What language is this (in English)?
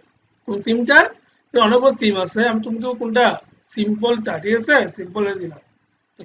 Bangla